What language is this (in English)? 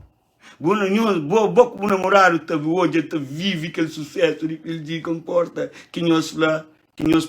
Kabuverdianu